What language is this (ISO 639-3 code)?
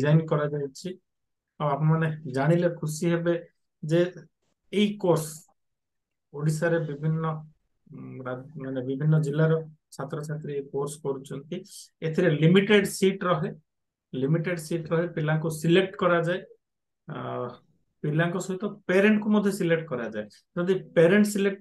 ori